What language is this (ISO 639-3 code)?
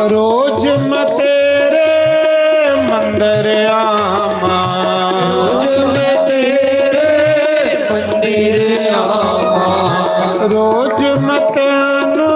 doi